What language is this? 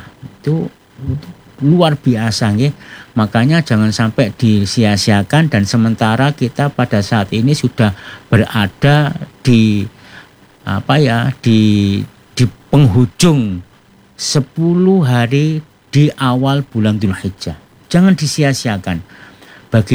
Indonesian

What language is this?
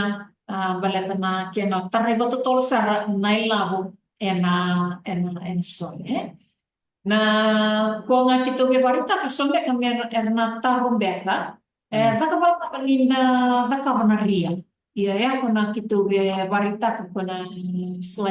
Fijian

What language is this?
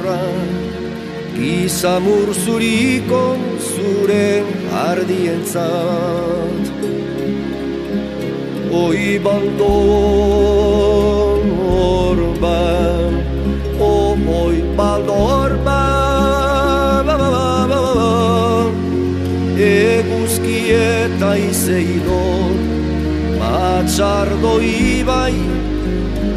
Basque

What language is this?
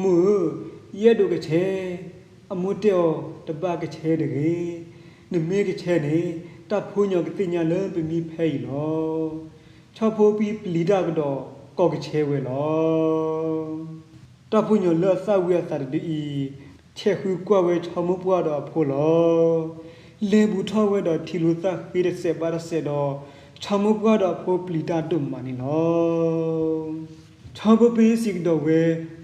S'gaw Karen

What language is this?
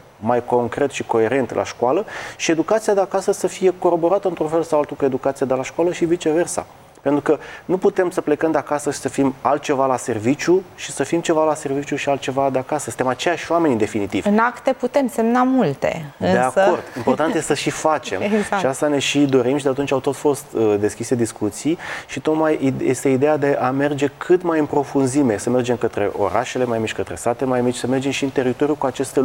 Romanian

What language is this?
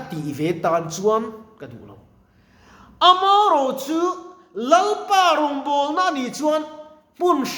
Mizo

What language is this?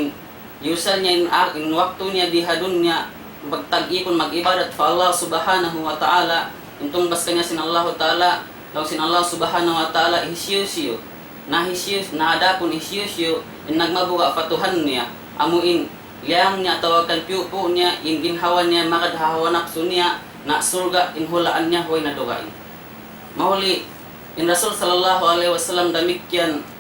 Tausug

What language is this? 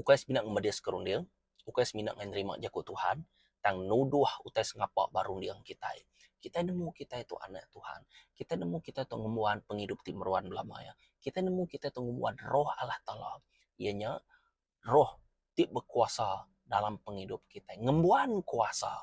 Iban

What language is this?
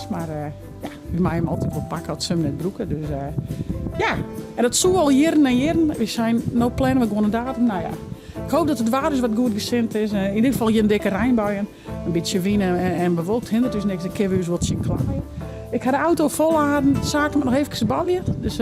Western Frisian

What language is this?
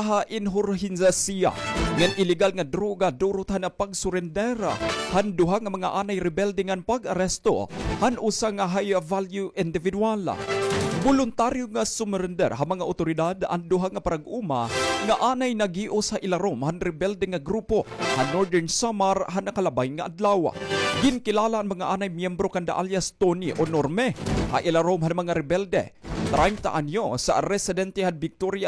Waray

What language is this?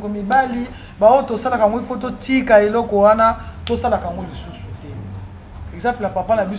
Lingala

